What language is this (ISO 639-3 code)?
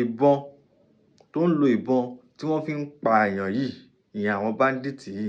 yor